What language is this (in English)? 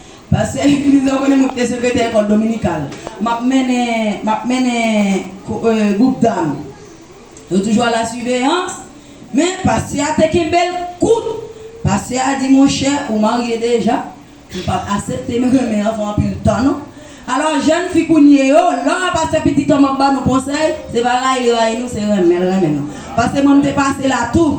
Haitian Creole